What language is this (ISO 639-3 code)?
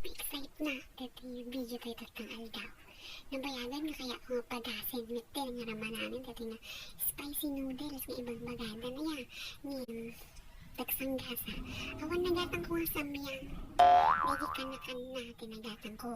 ilo